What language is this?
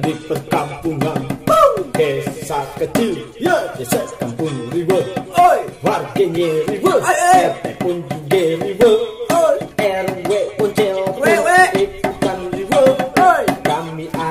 Betawi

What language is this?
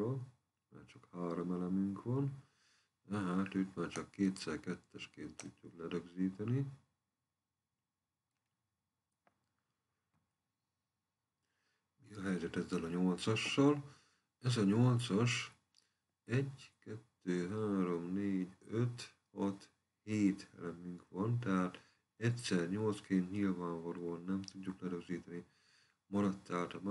Hungarian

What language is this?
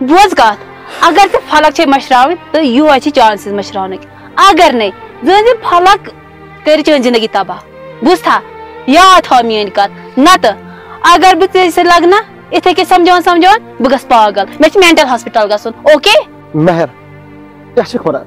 Kashmiri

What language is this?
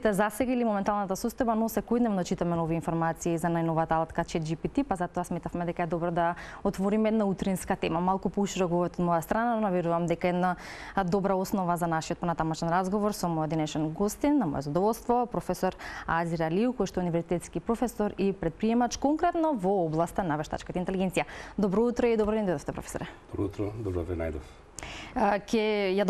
Macedonian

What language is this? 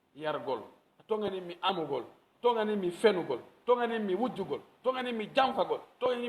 Pular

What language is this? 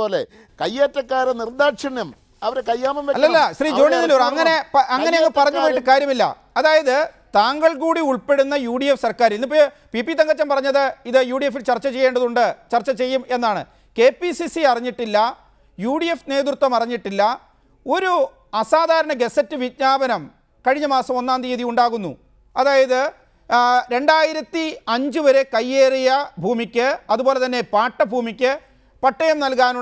Malayalam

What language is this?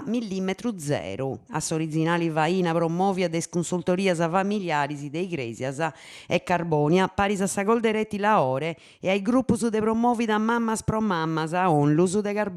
Sardinian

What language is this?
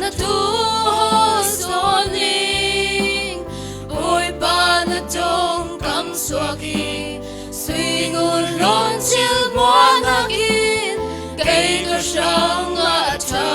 Falam Chin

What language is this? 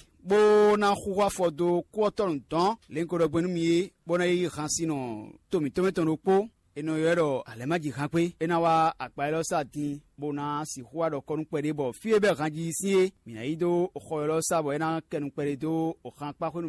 Fon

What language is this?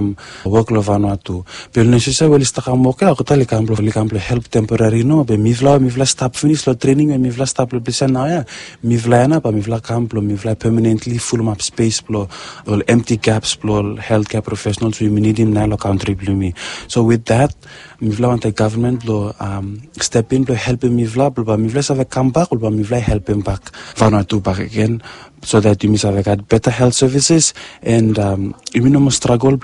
Bislama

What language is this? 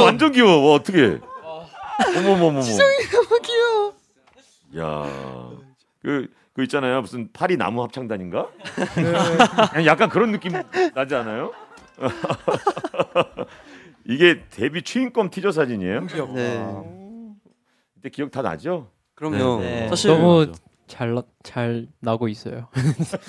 Korean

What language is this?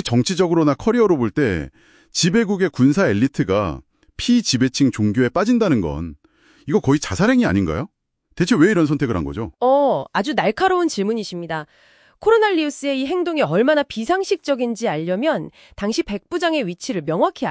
Korean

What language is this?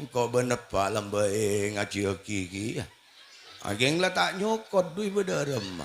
Madurese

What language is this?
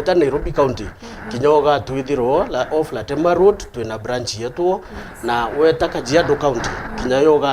Meru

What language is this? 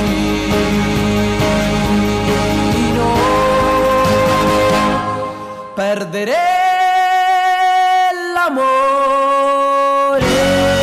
Italian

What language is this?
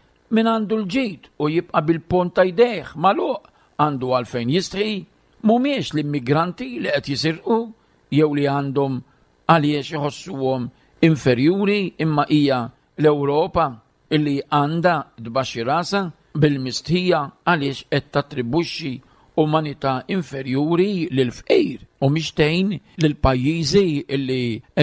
Maltese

